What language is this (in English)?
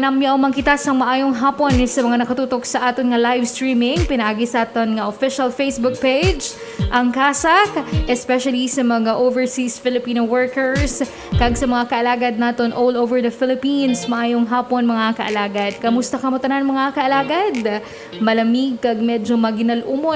Hiligaynon